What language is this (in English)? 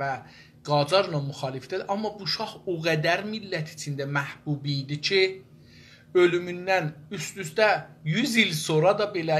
South Azerbaijani